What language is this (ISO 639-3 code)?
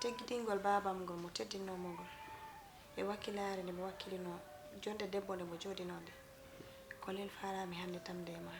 ful